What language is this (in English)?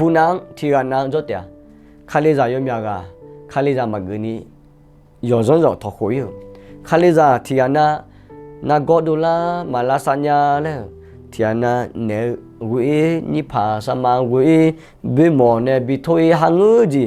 Akha